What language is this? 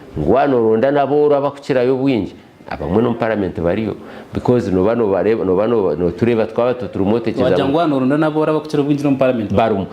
Nyankole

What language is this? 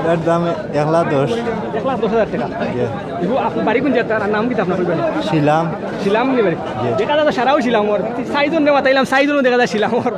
Sylheti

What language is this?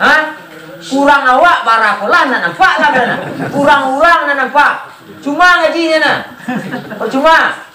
Minangkabau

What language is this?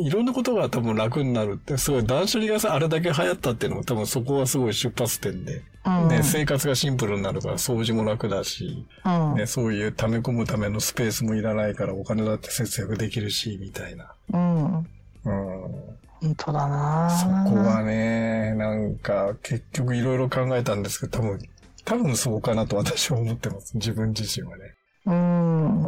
Japanese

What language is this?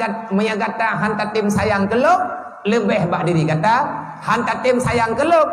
Achinese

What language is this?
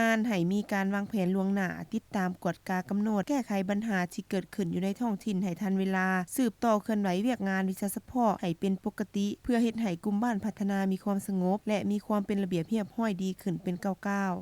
Lao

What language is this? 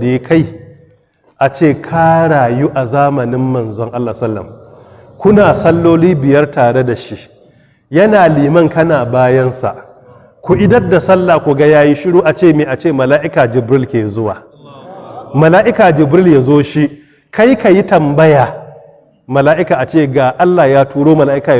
Hausa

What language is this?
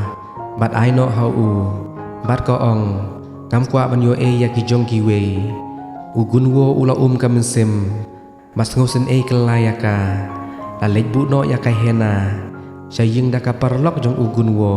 Khasi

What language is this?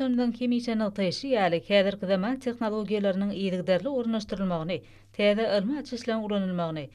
Turkmen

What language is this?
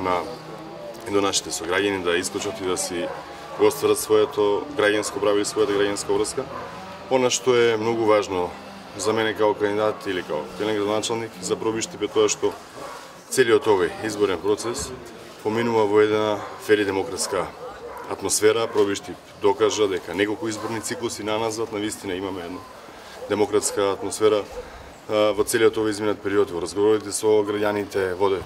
Macedonian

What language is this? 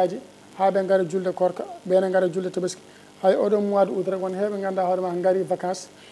Fula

